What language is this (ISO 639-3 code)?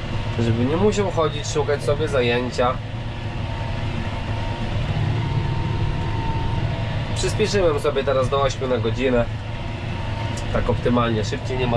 pol